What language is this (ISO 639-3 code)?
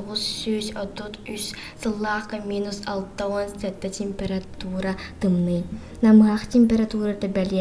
sah